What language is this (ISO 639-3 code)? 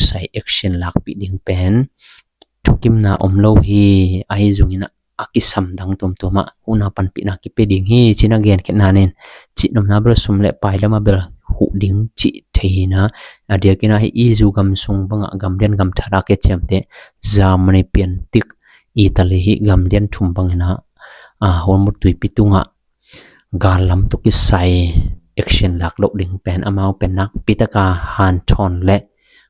ctd